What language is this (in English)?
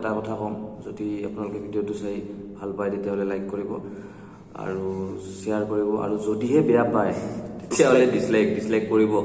Assamese